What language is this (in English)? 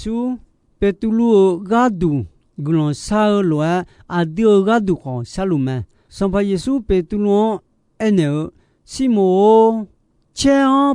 Akha